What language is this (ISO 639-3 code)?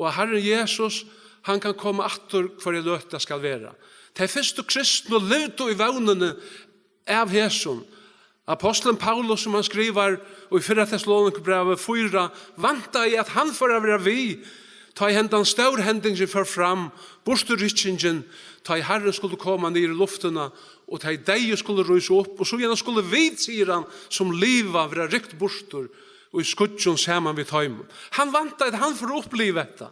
fao